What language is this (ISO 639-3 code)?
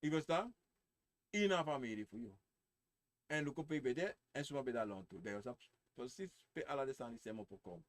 srn